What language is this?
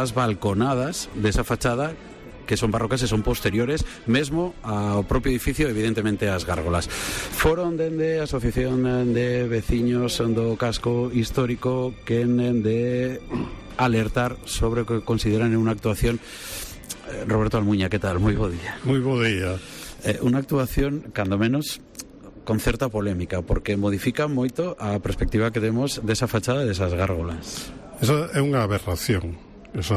Galician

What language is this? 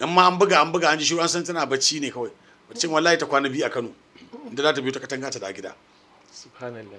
Hausa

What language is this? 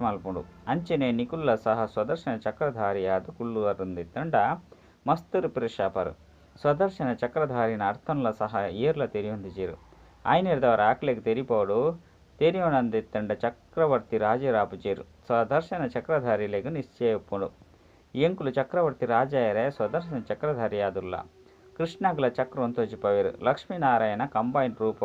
Tulu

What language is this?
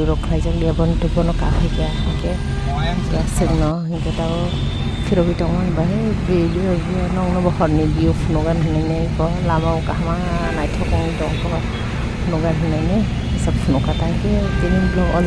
Kok Borok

